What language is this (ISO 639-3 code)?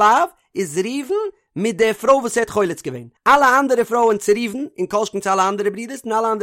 yid